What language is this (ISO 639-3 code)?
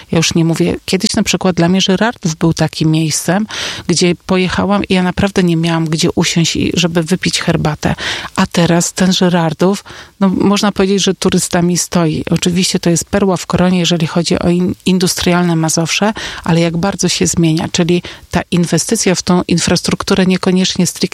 pol